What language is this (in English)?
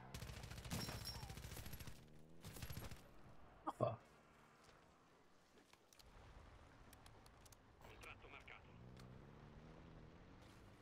Italian